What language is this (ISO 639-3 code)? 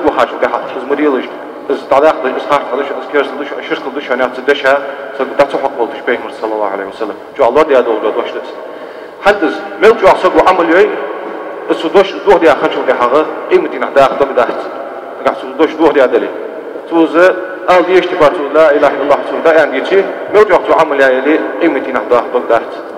inh